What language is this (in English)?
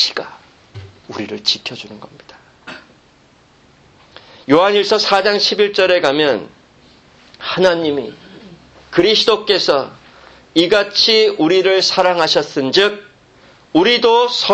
Korean